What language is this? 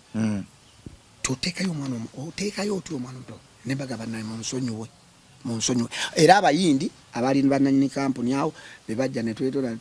Ganda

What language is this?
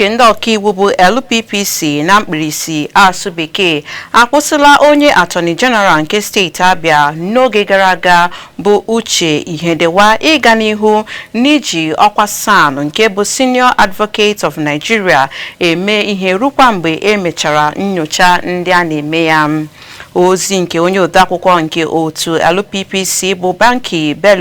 Igbo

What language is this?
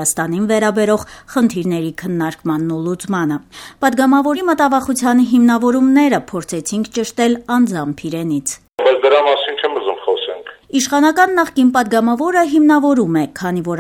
Armenian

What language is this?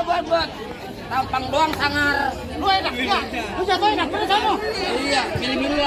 Betawi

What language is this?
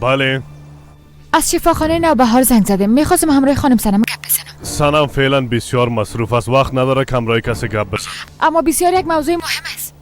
Persian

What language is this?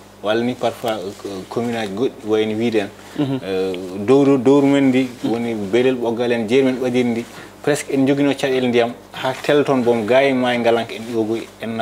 Fula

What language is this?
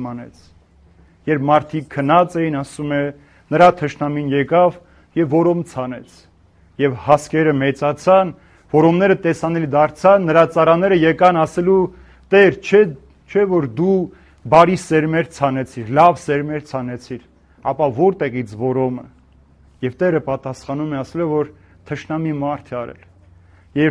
Armenian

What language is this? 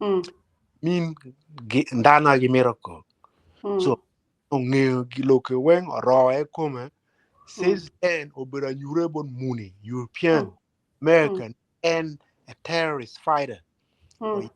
Acoli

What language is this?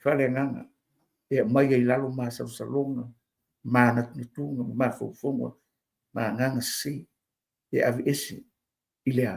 Samoan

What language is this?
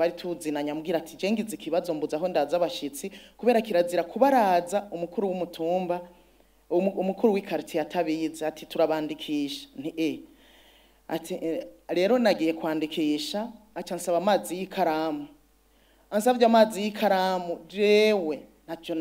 Rundi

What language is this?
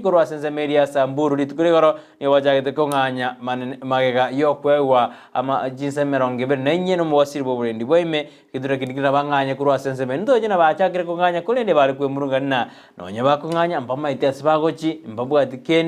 Gusii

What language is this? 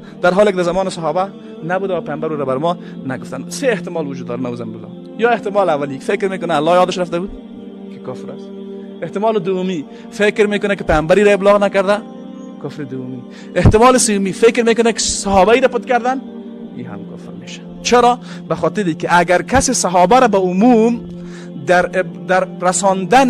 Persian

